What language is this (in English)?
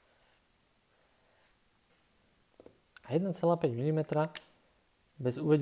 Slovak